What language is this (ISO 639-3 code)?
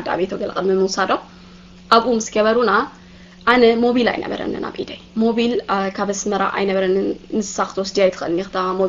tir